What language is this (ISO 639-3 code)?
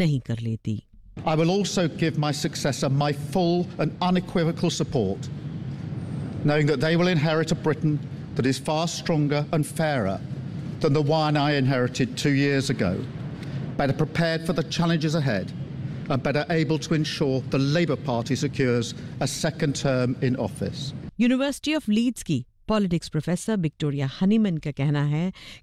hin